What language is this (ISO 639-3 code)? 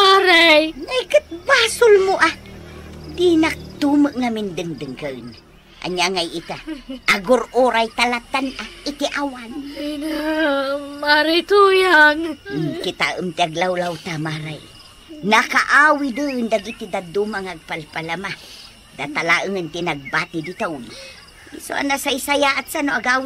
ilo